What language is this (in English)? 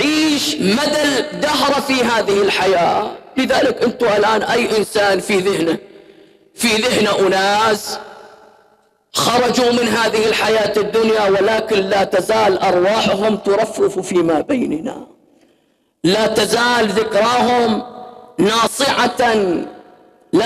Arabic